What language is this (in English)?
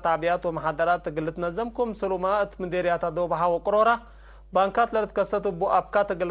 Tigre